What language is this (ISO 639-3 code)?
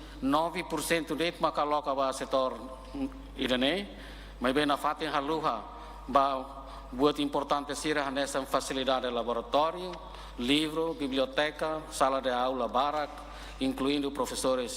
tet